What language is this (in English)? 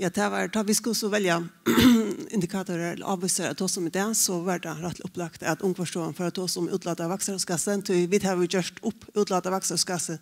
Faroese